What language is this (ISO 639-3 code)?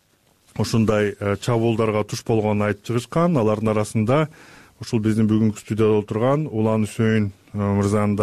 kir